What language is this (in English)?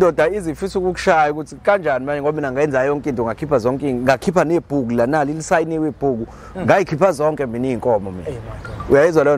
Zulu